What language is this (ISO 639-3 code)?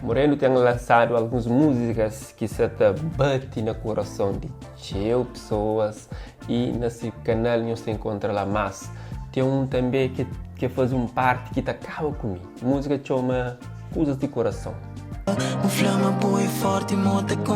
kea